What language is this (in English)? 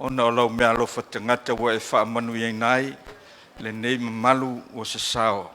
Samoan